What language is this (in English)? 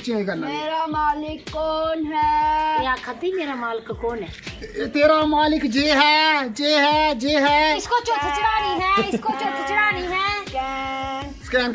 Dogri